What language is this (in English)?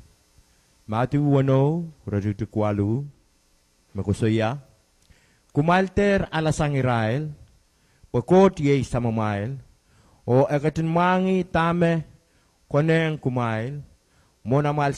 Pohnpeian